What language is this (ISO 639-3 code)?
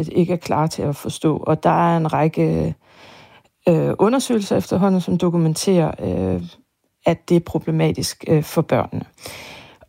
dan